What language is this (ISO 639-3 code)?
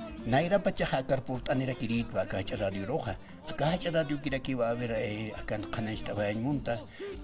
aym